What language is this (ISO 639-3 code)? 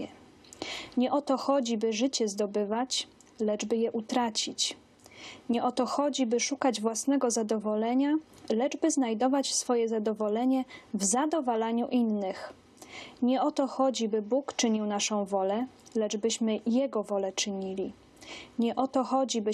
szl